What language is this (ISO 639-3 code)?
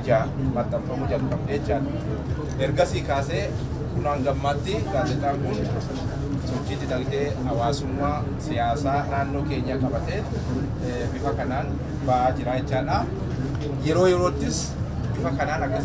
orm